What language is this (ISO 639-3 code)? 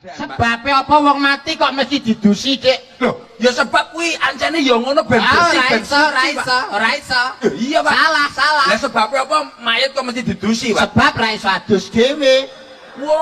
jav